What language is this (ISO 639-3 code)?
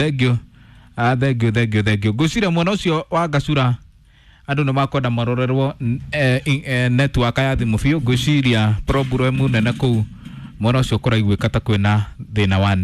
kik